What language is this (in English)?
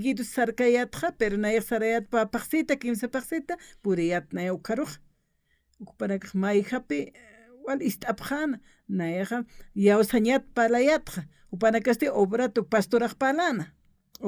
Aymara